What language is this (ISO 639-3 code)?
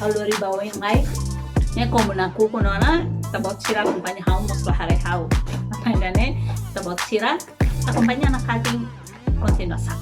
tet